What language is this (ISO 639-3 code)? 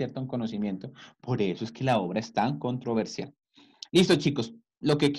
spa